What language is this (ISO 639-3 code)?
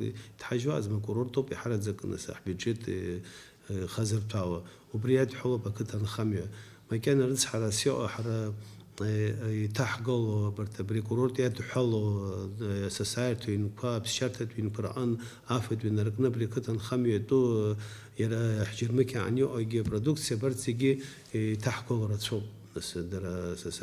abk